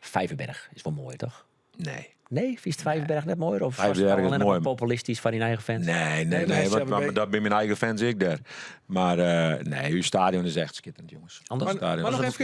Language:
Western Frisian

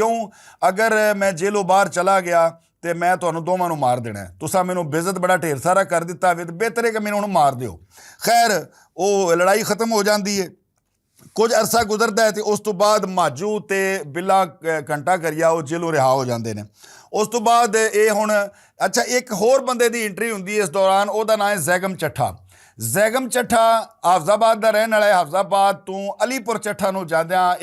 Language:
Western Panjabi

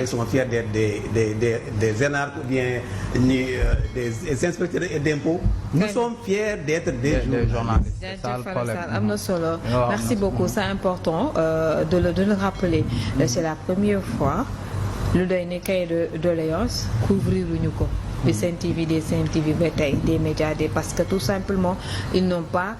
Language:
Wolof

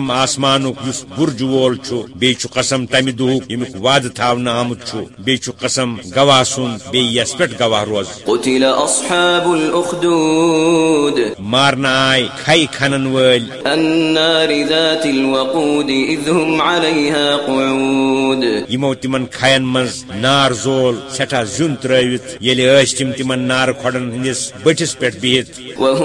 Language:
Kashmiri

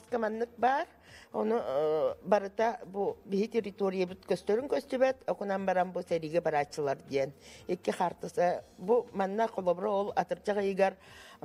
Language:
Yakut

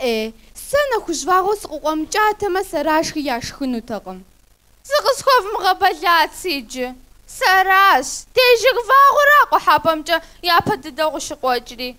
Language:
Kabardian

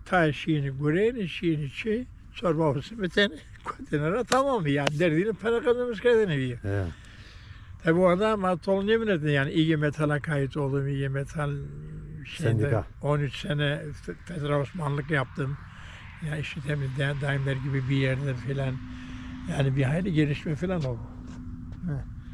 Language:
Zaza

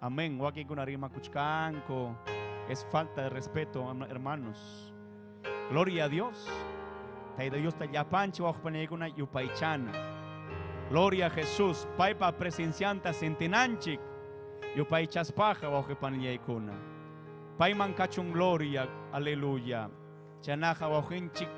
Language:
Ayacucho Quechua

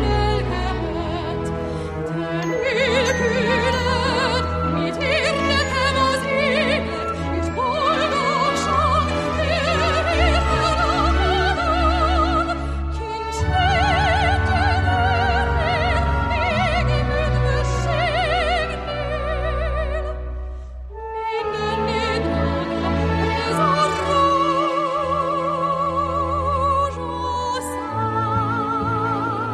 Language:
Hungarian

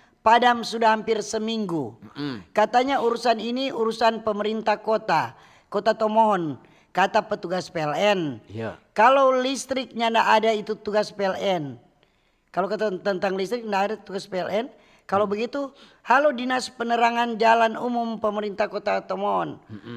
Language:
Manado Malay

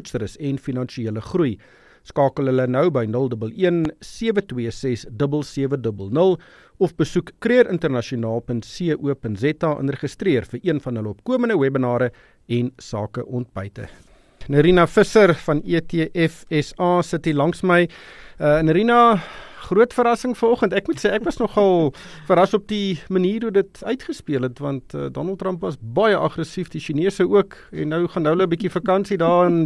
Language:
Afrikaans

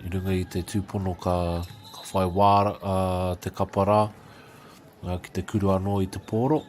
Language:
Māori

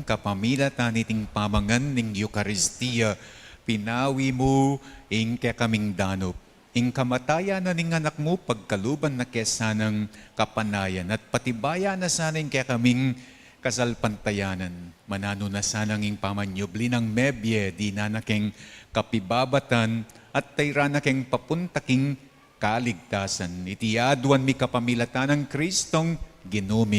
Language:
Pampanga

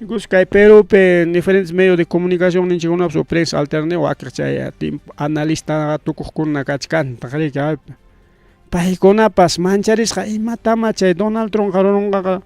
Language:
Ayacucho Quechua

